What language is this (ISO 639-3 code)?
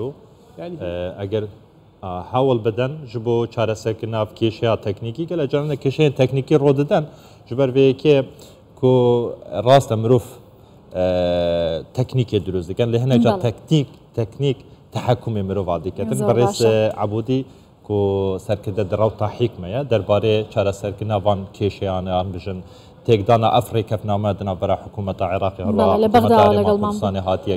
pus